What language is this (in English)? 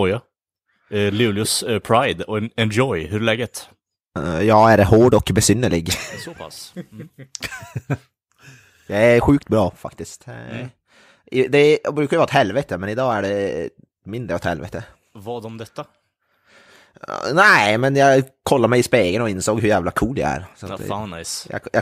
Swedish